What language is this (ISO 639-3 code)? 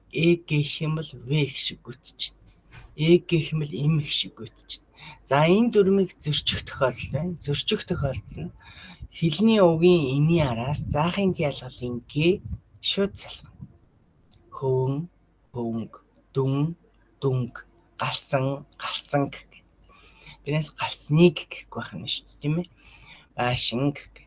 mon